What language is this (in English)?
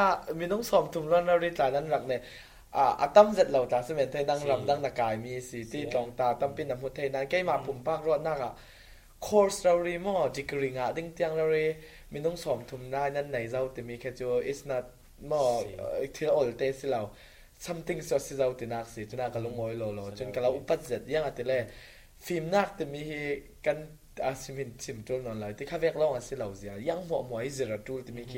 Falam Chin